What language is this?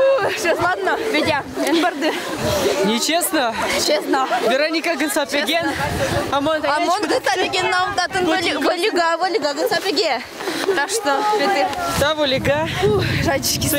Udmurt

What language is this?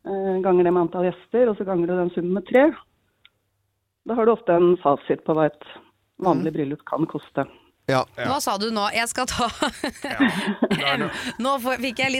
Norwegian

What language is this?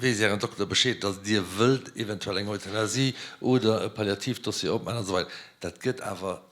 Luxembourgish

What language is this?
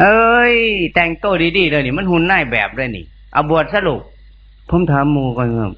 Northeastern Thai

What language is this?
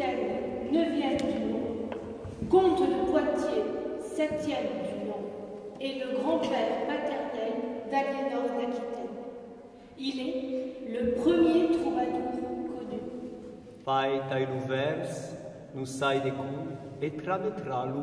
Old Provençal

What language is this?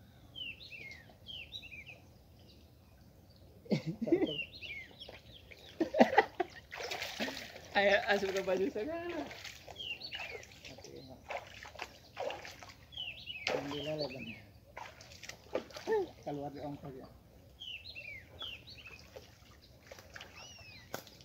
Indonesian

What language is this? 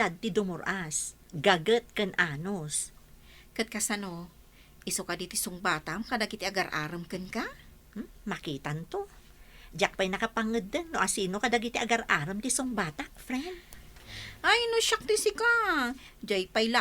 Iloko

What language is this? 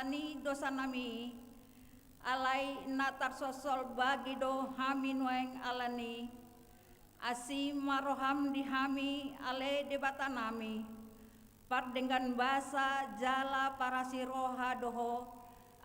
Batak Toba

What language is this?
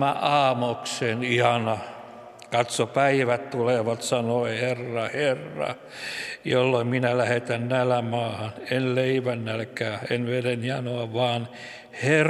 Finnish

